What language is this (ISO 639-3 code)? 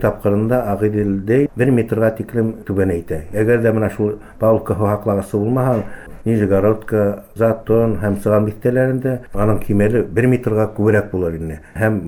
bak